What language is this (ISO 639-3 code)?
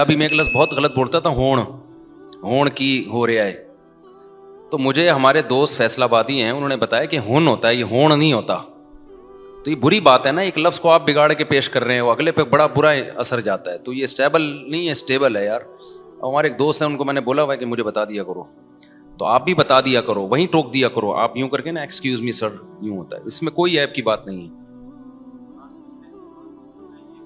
urd